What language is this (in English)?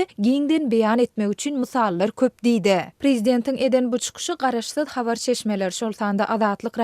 Turkmen